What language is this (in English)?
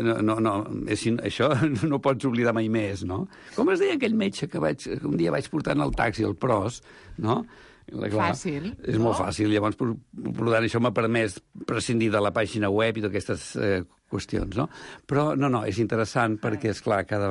Catalan